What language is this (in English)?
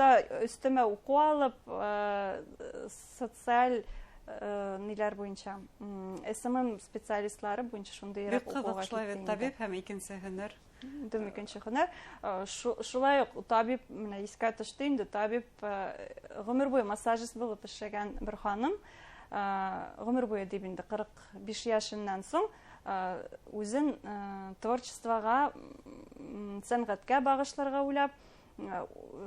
Bashkir